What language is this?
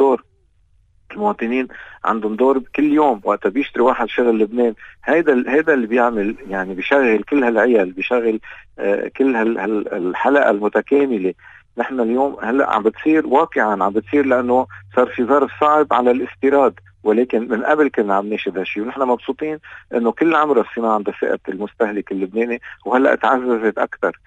North Levantine Arabic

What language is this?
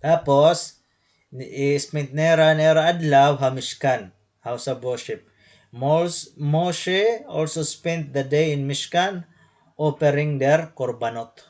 Waray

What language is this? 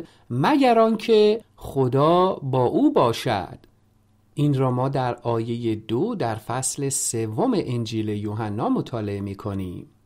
Persian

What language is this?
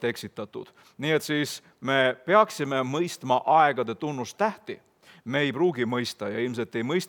Estonian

